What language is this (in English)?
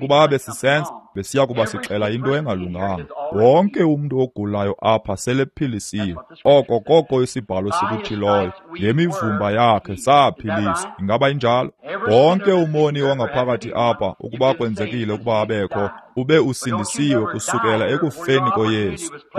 Xhosa